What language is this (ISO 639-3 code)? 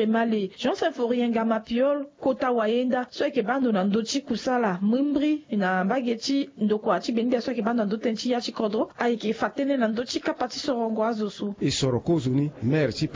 sag